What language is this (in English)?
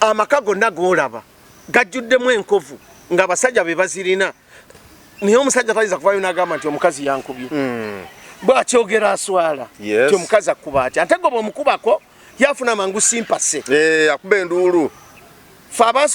Ganda